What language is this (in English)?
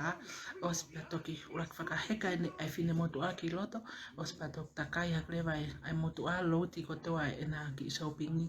Tongan